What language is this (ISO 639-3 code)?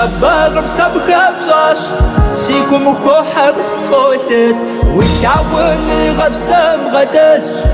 kbd